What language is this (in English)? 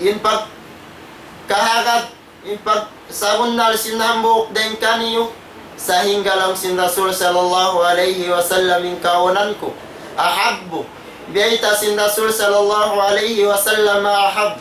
Tausug